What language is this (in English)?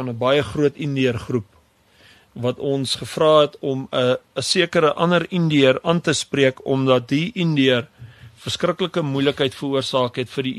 Afrikaans